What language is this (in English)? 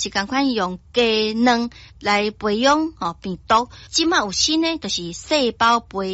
Min Nan Chinese